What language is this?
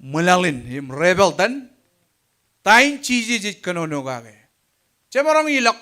Marshallese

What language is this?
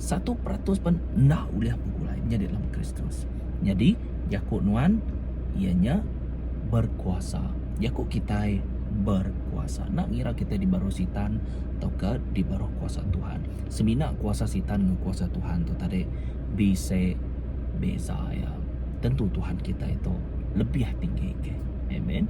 Iban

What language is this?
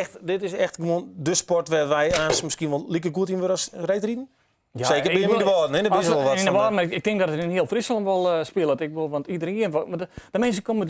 Western Frisian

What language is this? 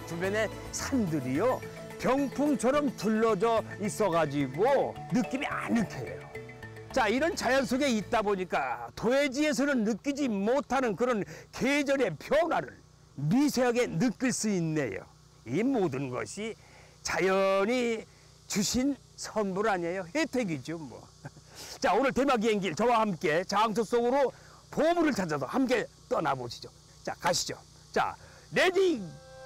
Korean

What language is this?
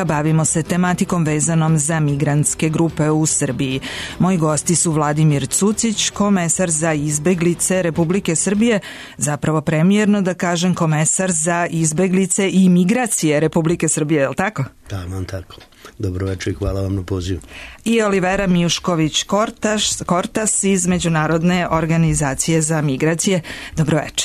Serbian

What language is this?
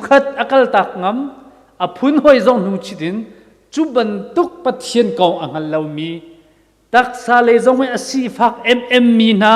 Hakha Chin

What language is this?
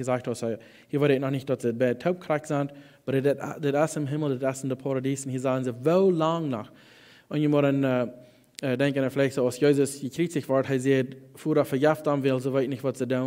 Plautdietsch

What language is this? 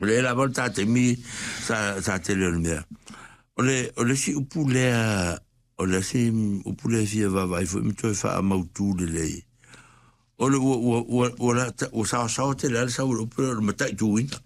Samoan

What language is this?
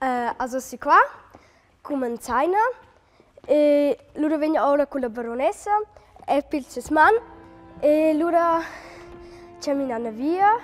Romansh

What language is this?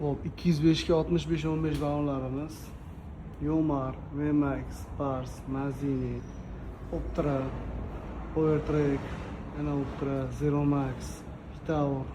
Uzbek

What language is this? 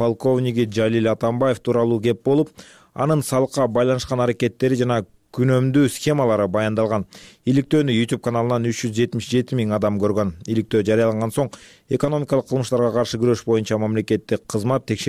Kyrgyz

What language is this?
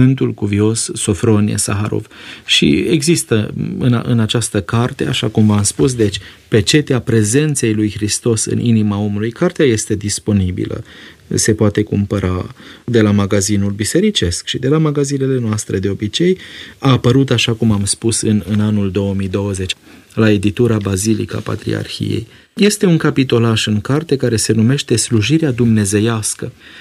Romanian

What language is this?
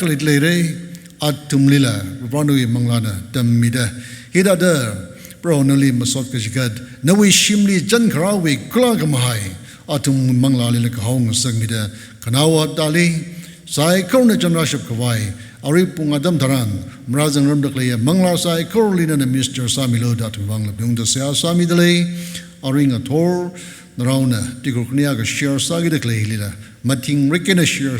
Tangkhul Naga (India)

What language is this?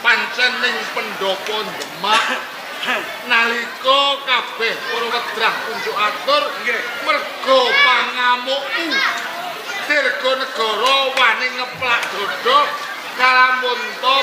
Javanese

